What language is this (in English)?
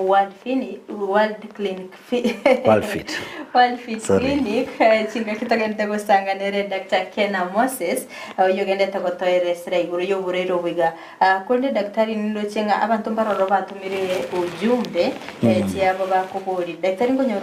Gusii